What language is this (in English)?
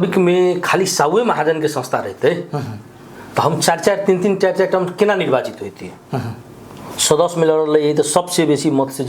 Maithili